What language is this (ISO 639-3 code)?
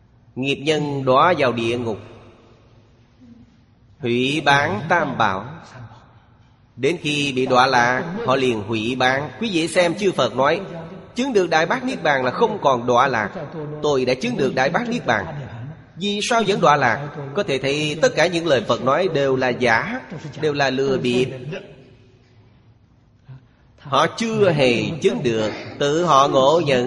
vie